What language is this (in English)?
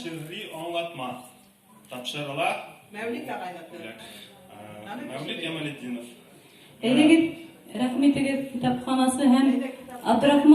Bashkir